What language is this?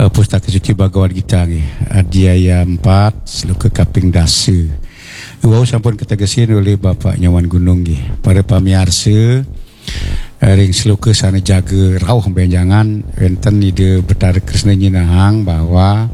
Balinese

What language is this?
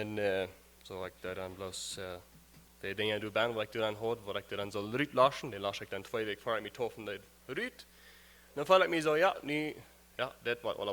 Plautdietsch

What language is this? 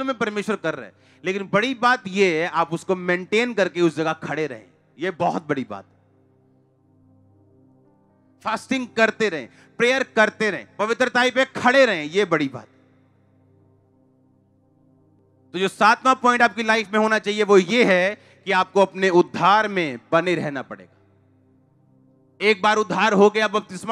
Hindi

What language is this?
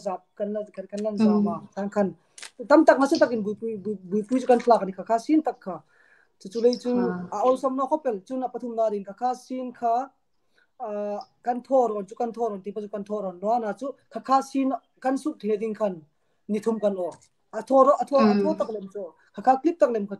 Hmar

